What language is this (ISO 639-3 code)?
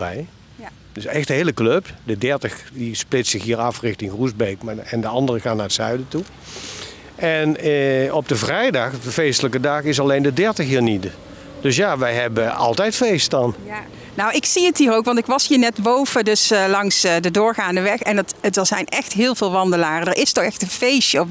nld